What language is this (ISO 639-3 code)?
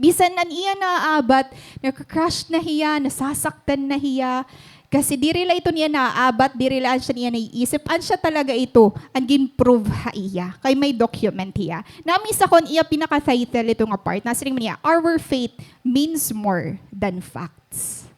war